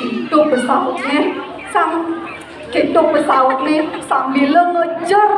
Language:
Balinese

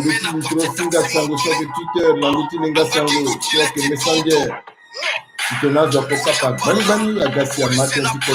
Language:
Sango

